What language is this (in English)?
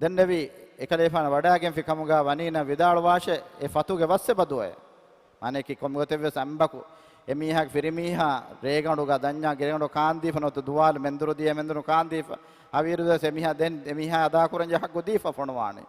Divehi